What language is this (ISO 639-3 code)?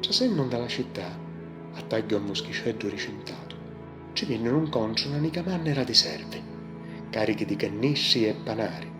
scn